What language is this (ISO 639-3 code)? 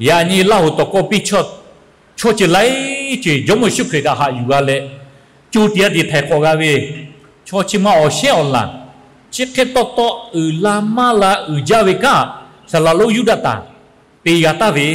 lhu